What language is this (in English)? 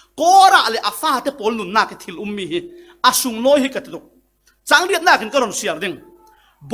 Falam Chin